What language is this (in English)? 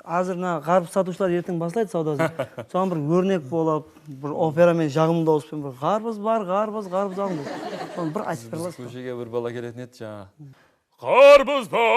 Kara-Kalpak